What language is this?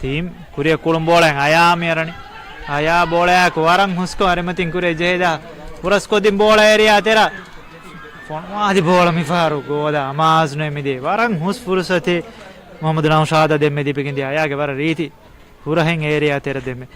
Divehi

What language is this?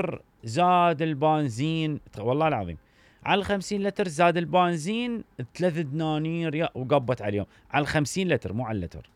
Mesopotamian Arabic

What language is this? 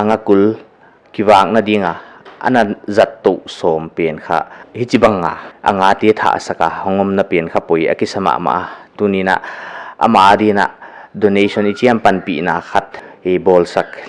Paite Chin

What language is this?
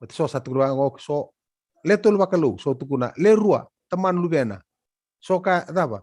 Fijian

